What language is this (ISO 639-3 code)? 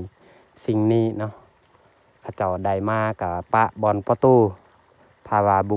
lao